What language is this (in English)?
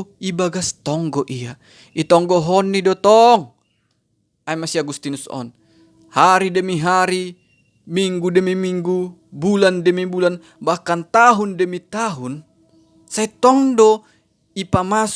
Batak Simalungun